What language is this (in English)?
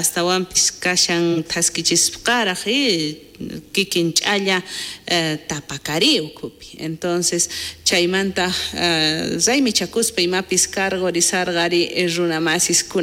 South Bolivian Quechua